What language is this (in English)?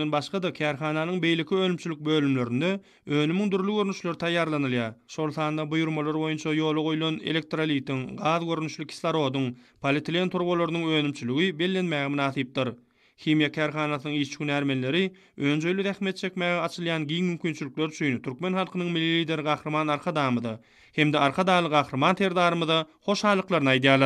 Turkmen